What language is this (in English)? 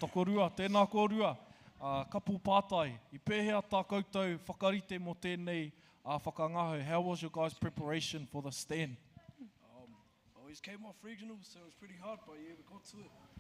Māori